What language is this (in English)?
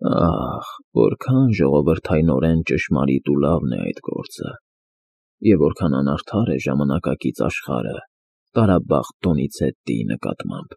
Armenian